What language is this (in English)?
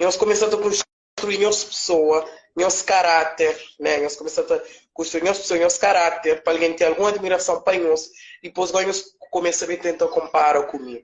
Kabuverdianu